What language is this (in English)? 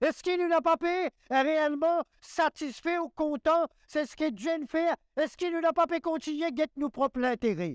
Morisyen